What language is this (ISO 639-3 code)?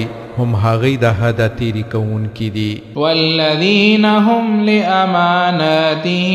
pus